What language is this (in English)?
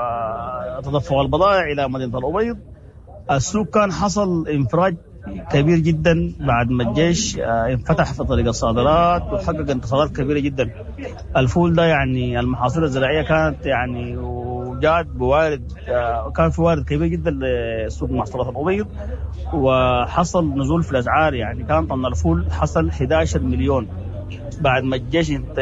Sudanese Arabic